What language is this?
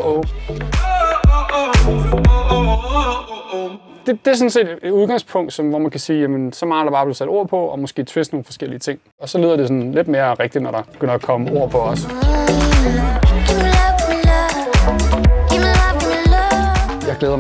Danish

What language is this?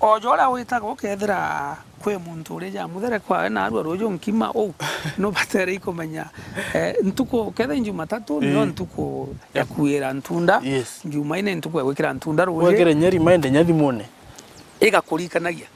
Meru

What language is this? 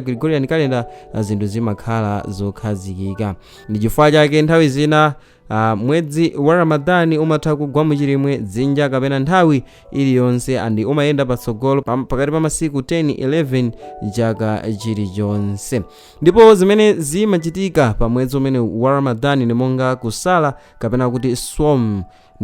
Nyanja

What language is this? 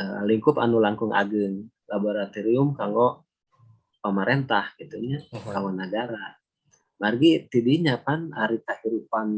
Sundanese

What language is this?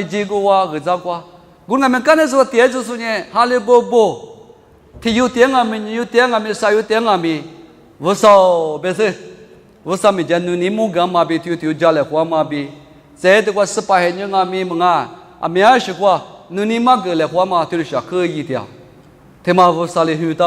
Lisu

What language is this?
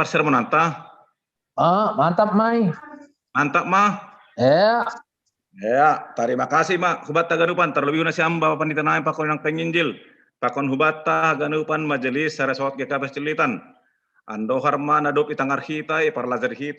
Batak Simalungun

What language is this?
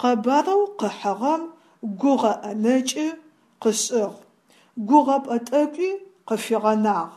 Adyghe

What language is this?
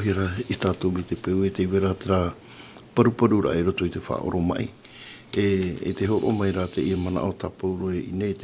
Tahitian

